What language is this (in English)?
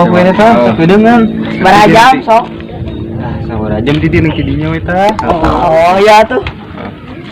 Sundanese